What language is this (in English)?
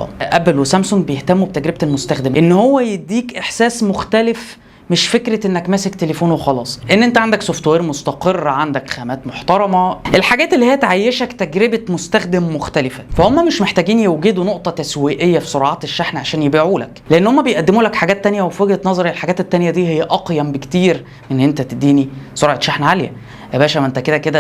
Egyptian Arabic